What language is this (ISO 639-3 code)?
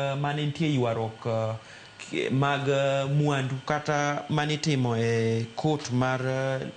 luo